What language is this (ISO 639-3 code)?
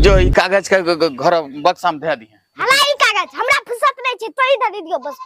anp